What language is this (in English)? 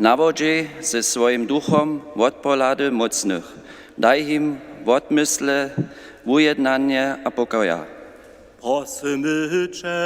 Upper Sorbian